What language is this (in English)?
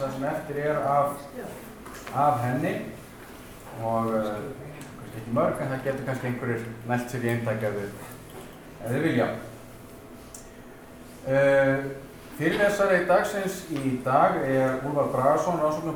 Icelandic